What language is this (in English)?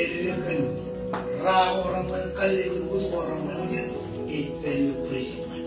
Marshallese